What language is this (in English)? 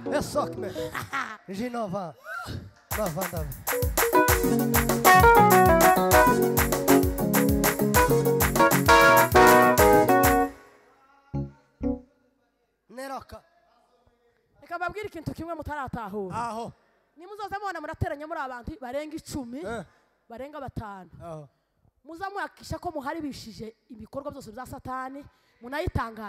Kinyarwanda